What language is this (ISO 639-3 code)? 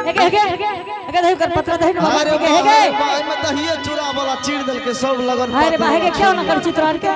anp